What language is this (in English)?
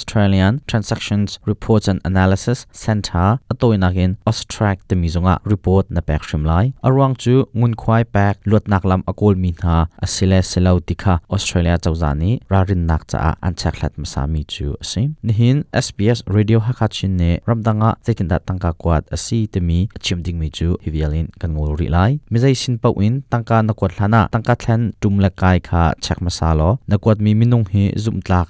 Hakha Chin